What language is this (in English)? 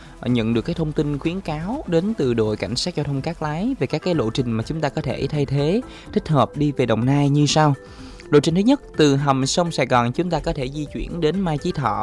Vietnamese